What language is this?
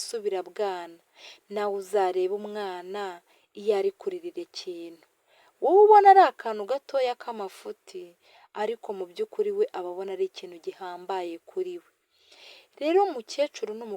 Kinyarwanda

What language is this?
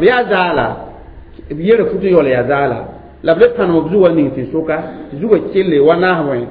Mossi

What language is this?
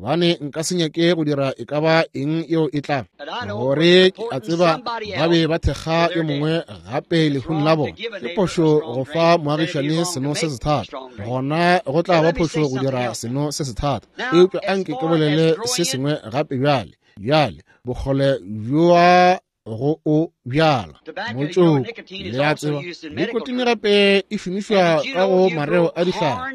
Northern Sotho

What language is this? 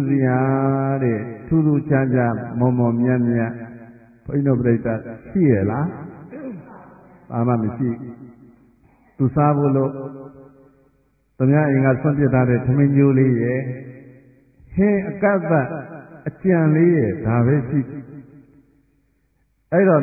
Burmese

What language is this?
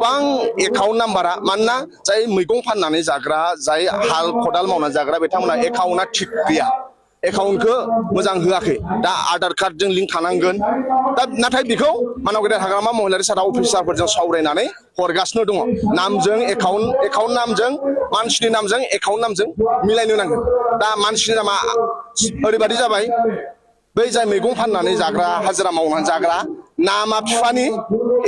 Bodo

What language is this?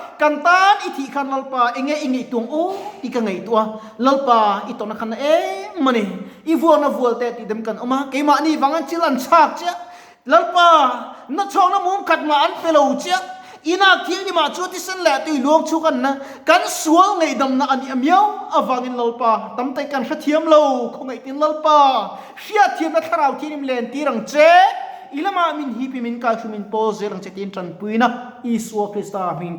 Mizo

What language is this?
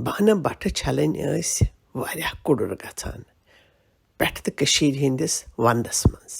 Kashmiri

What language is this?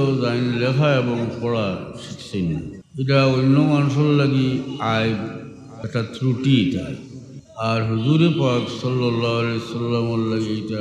Sylheti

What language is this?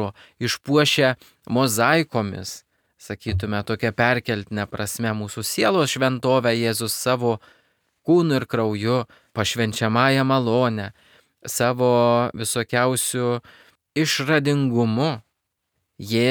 Lithuanian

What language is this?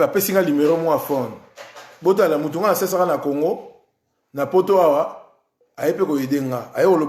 Lingala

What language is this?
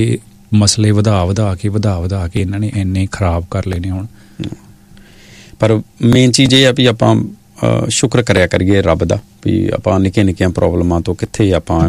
Punjabi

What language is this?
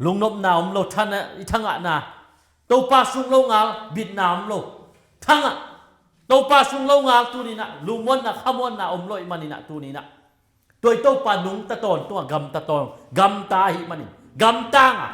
Tedim Chin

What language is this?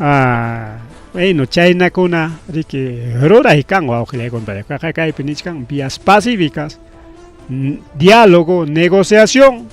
Ayacucho Quechua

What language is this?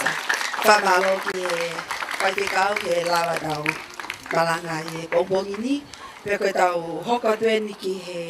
Tongan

